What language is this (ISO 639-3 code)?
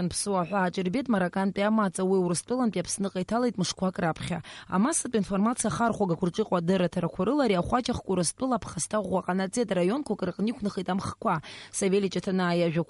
abk